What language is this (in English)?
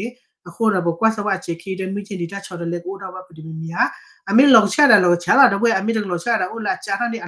S'gaw Karen